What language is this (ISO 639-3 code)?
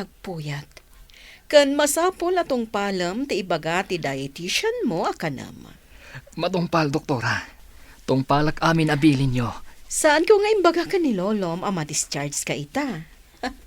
ilo